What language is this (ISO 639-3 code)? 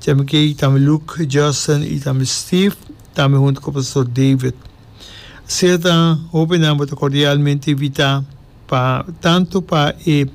pap